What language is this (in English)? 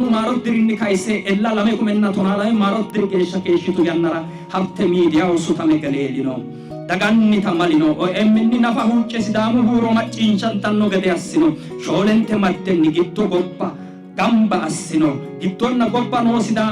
Sidamo